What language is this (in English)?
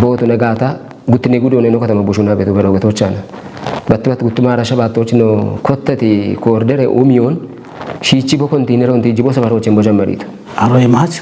Kafa